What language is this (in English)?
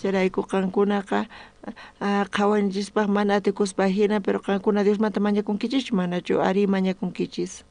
South Bolivian Quechua